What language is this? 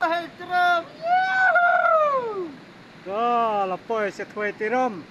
Khasi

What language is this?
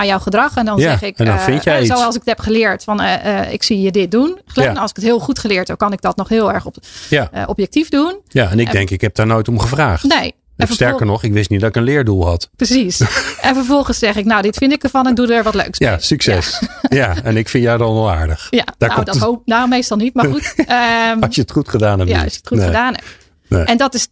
Dutch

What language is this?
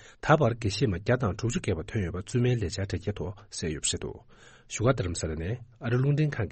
Tibetan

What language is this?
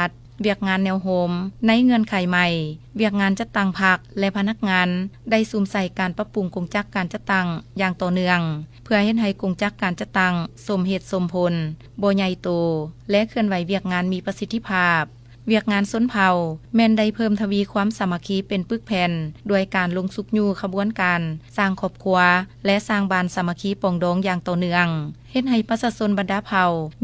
Lao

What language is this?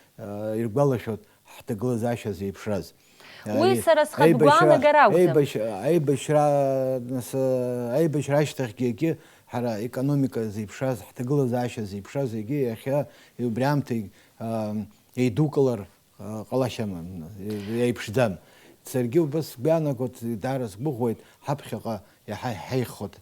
Abkhazian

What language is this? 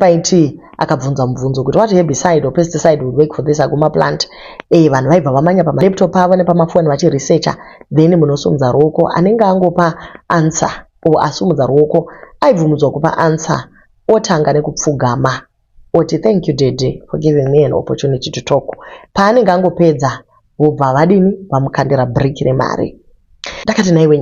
Shona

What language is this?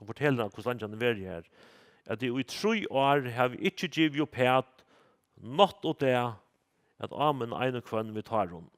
Faroese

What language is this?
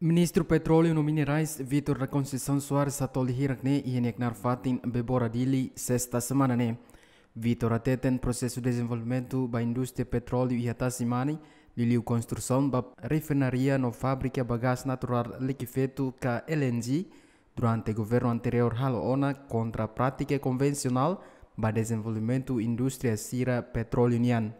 Tetum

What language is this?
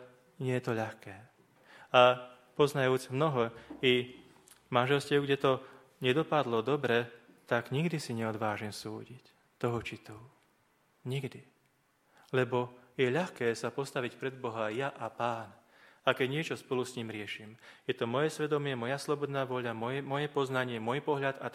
Slovak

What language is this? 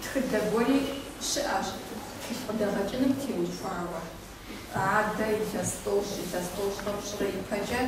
Kabardian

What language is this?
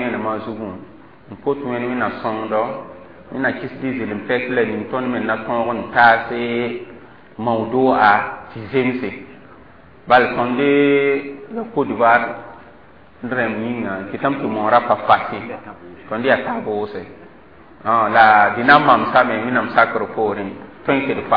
Mossi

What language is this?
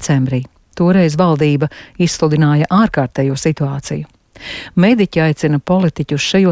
Latvian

